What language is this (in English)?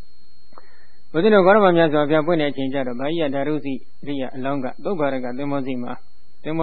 Burmese